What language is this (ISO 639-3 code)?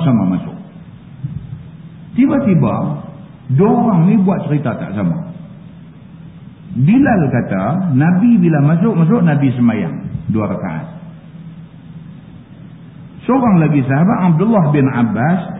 msa